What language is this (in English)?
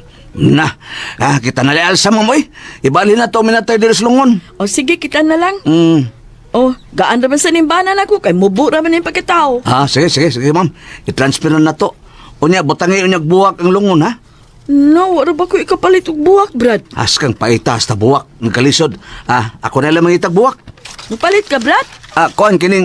Cebuano